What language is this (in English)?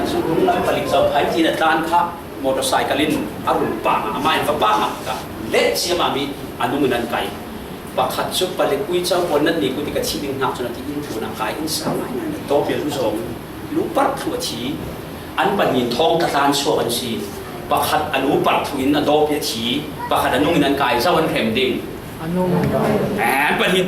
Falam Chin